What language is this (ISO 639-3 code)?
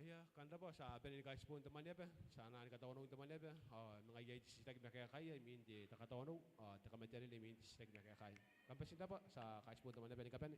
gil